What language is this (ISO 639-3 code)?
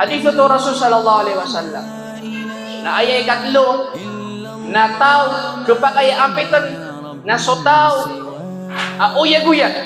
mrw